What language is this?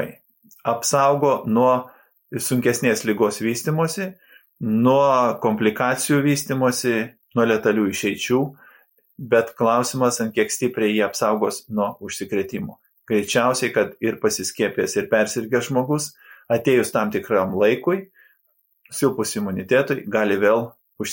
Lithuanian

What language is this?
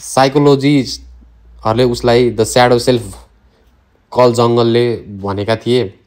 Nepali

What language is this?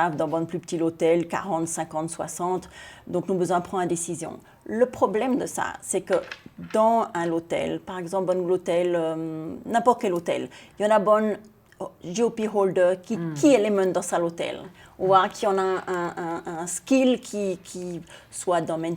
Seselwa Creole French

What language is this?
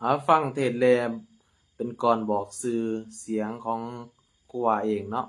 Lao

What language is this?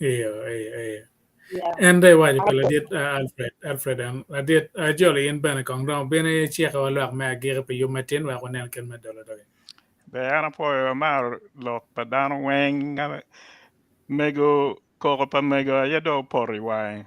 Acoli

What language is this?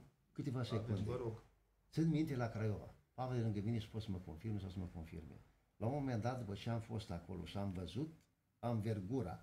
Romanian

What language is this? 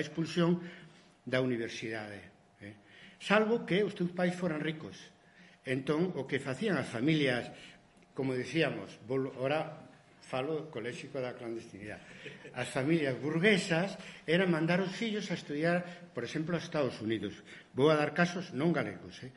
Galician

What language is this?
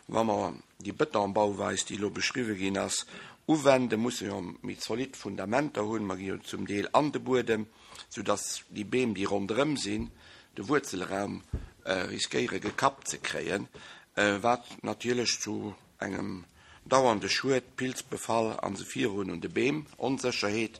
Luxembourgish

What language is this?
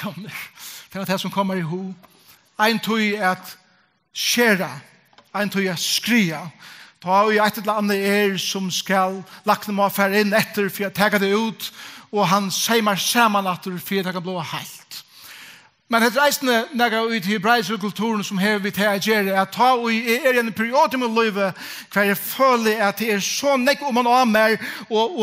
Faroese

